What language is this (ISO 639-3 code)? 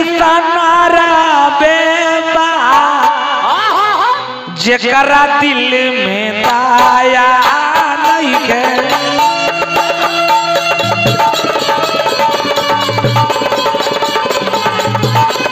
bho